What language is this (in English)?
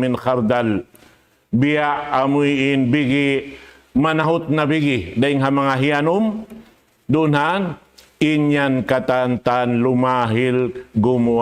Tausug